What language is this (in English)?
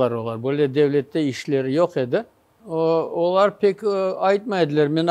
Crimean Tatar